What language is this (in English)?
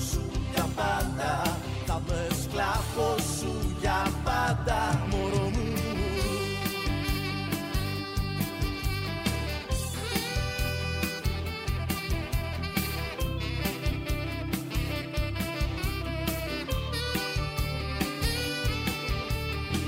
Greek